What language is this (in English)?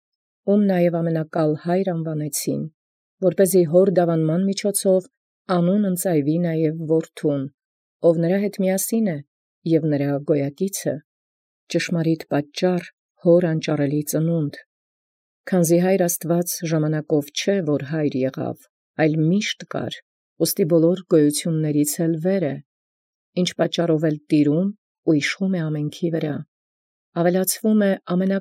Armenian